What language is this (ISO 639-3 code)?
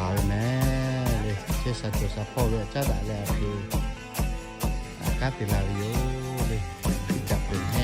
lhu